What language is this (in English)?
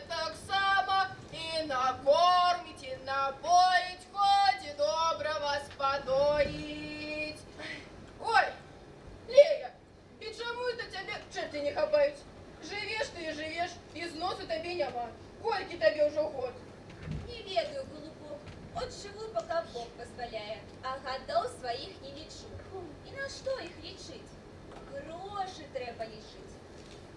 Belarusian